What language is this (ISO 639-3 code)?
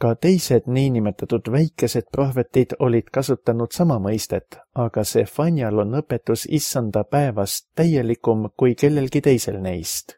est